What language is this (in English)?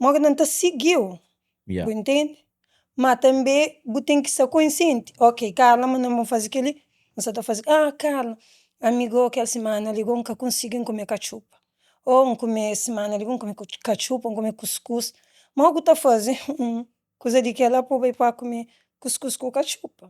Kabuverdianu